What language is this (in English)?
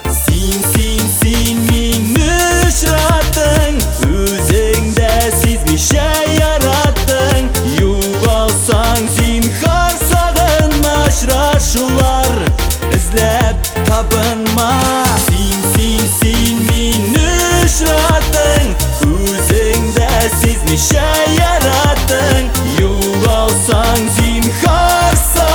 Tatar